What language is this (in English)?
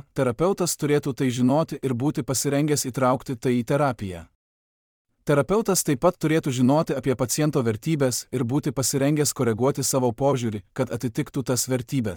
Lithuanian